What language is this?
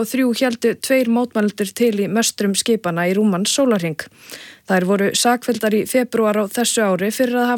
Icelandic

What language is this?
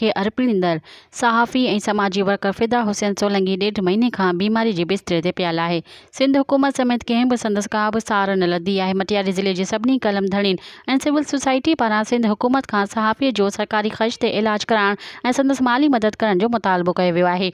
Sindhi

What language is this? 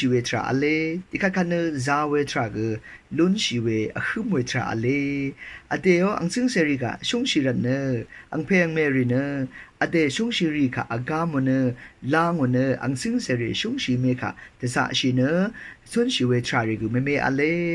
Rawang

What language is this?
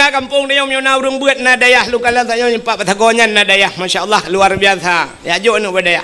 Achinese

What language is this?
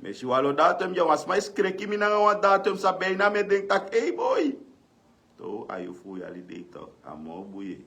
Sranan Tongo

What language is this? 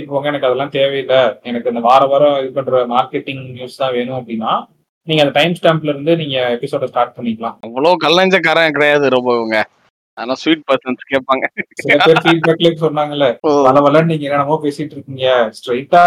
Tamil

